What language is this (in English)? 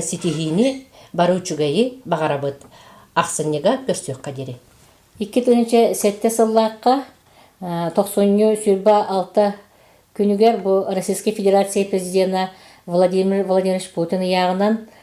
Yakut